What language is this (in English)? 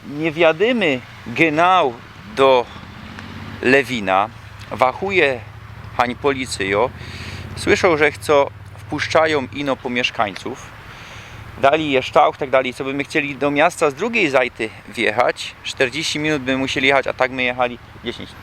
Silesian